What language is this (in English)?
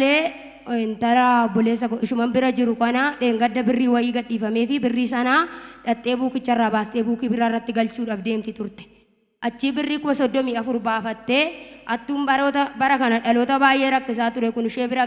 Oromo